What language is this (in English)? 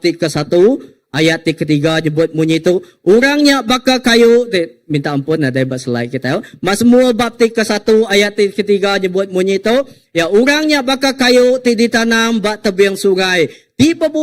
Iban